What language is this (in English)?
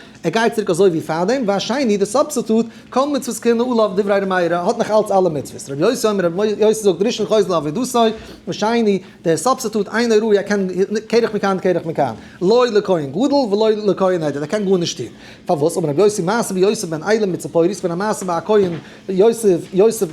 Yiddish